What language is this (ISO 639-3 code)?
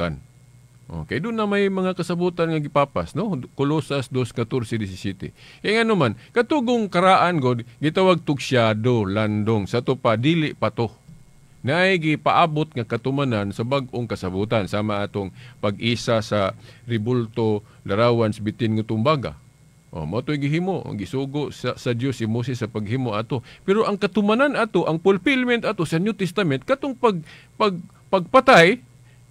ceb